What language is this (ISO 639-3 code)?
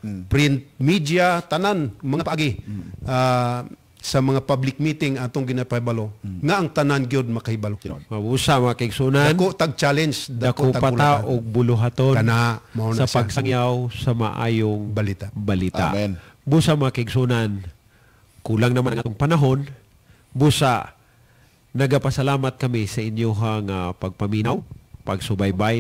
ceb